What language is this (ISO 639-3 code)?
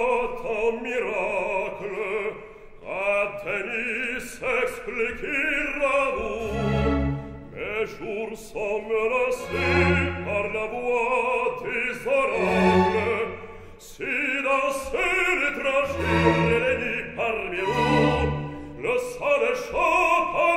fra